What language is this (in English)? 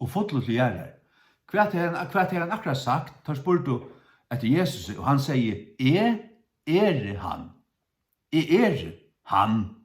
Faroese